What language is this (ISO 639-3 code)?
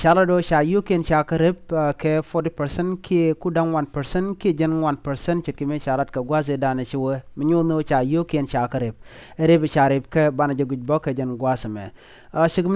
nus